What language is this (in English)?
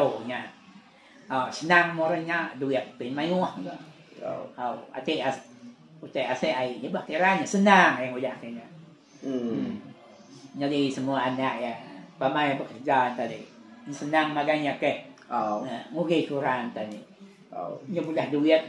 Iban